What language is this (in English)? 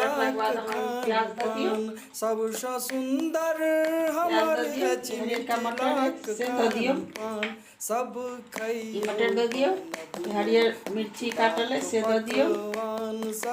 Maithili